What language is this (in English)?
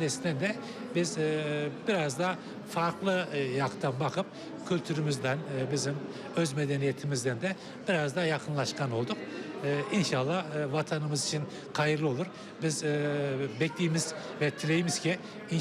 Crimean Tatar